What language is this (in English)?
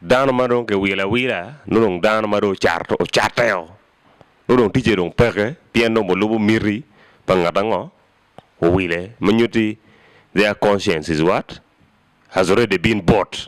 Acoli